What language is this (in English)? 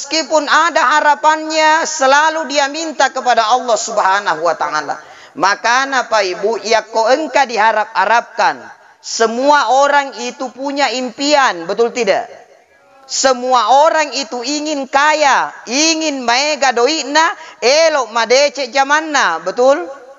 Buginese